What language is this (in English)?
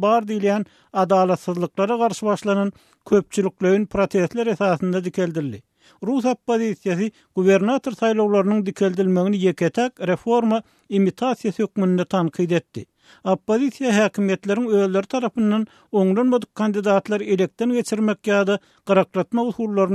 Turkmen